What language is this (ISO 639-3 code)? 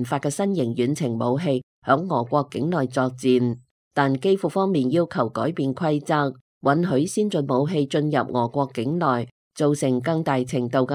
yue